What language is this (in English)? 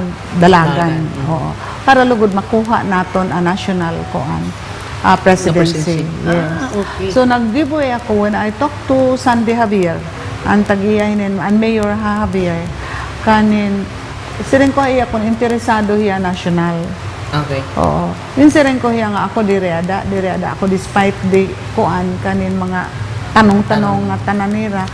Waray